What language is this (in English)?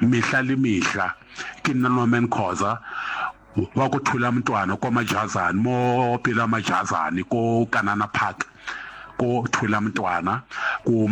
Southern Sotho